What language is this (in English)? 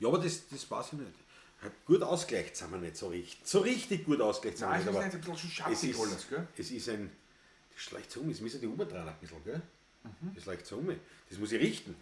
Bavarian